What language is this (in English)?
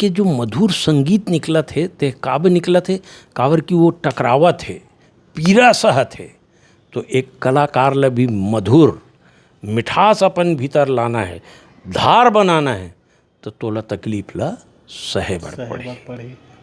Chhattisgarhi